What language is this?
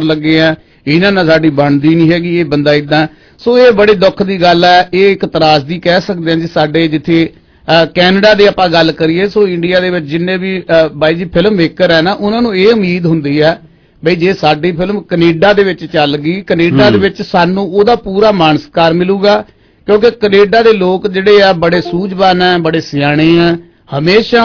Punjabi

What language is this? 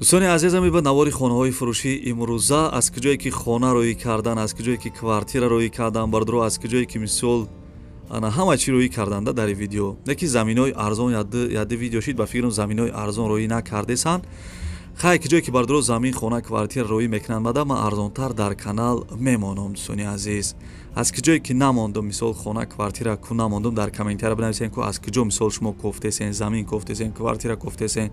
Tajik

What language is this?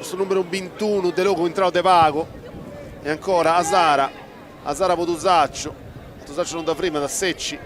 Sardinian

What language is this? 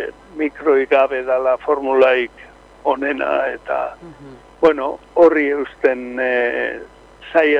Basque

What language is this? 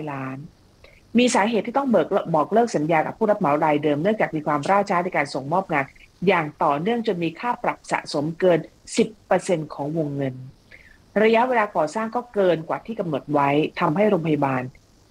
Thai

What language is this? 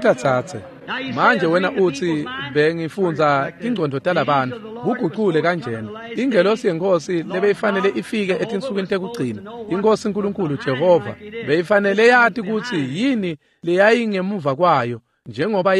Swati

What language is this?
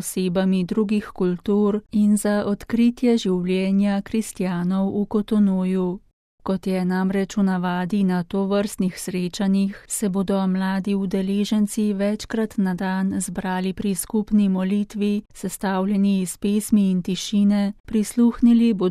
Slovenian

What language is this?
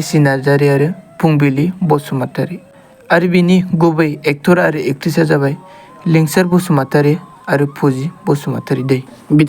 Bodo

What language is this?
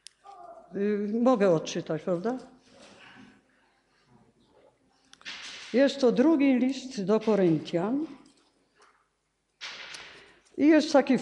Polish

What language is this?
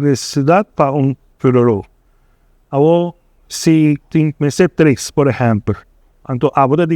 Papiamento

